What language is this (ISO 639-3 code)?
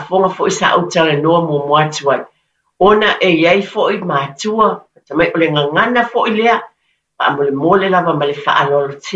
smo